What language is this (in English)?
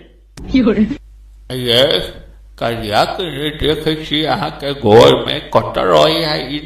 Maithili